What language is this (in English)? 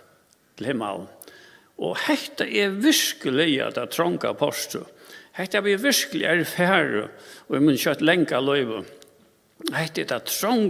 Faroese